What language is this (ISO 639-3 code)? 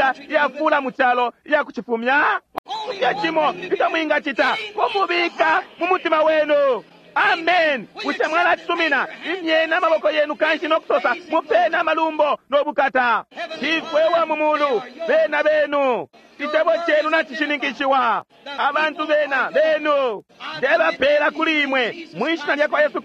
bem